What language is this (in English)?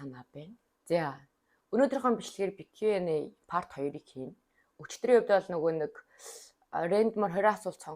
Mongolian